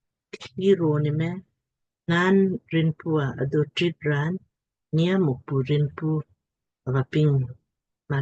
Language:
Lamkang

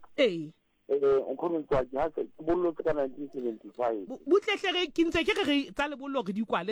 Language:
Southern Sotho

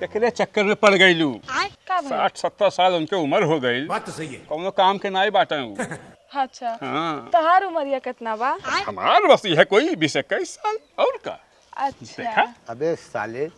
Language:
Bhojpuri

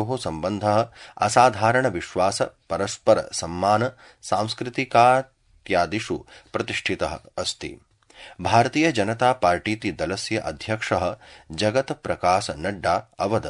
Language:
Sanskrit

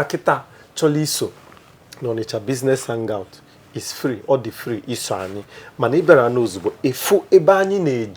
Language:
Igbo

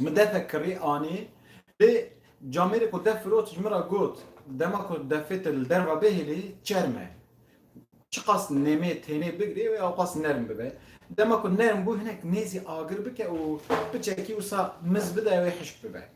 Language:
Kurdish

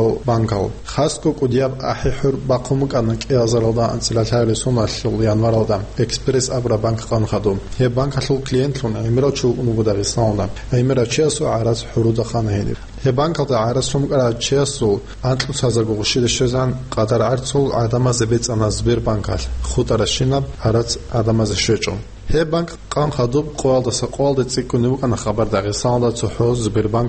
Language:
Avaric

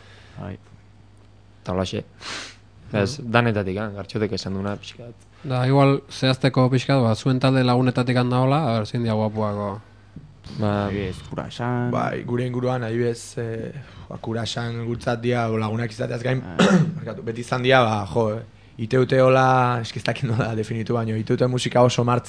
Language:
Basque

